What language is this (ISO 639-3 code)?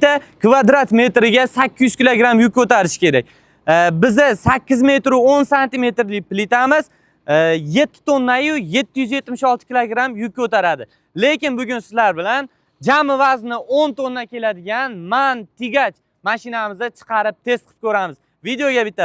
uzb